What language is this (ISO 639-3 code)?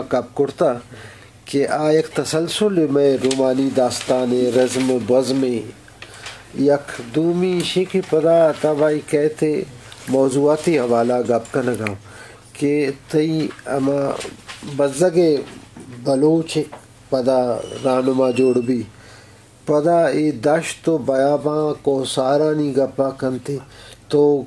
bgp